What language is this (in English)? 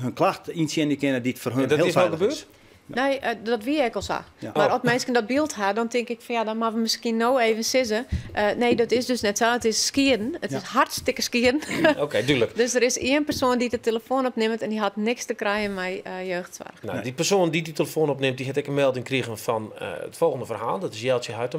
Western Frisian